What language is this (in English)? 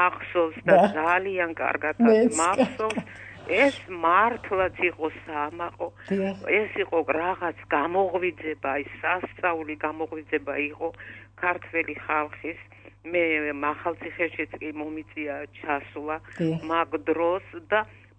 Georgian